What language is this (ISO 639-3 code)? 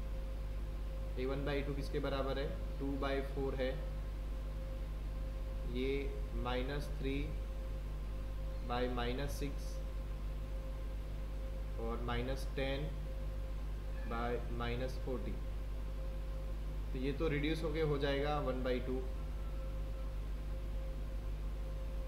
hin